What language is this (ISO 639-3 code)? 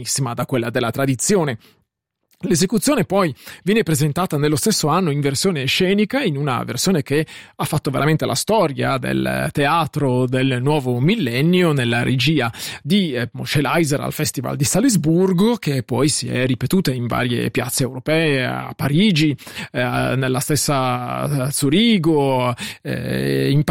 ita